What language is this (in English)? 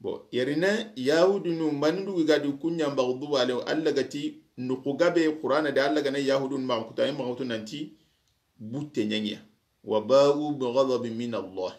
Soninke